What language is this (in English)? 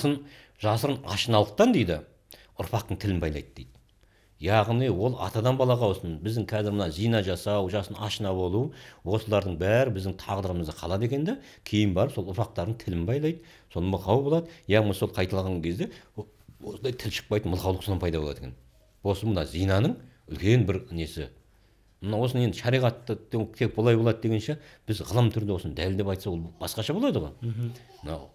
Kazakh